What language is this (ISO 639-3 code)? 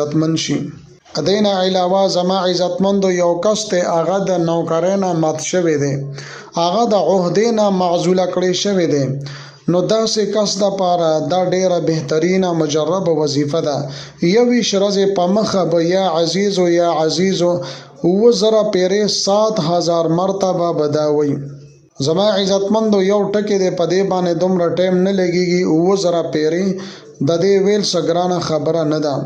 pus